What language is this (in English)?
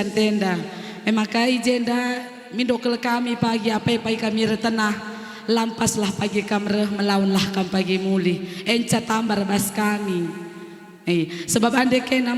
Batak Karo